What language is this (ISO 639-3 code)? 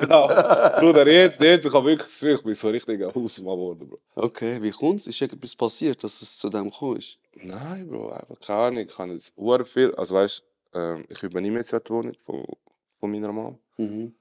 gsw